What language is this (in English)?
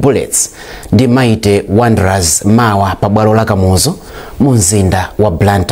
Nyanja